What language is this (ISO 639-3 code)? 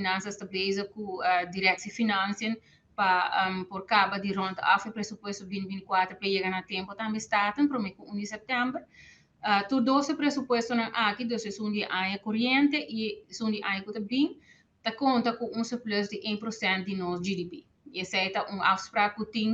pap